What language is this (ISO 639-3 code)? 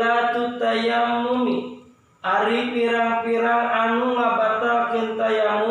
sun